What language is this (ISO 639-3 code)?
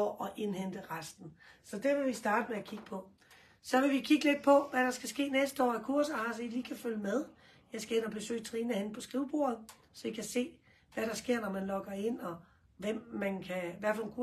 dan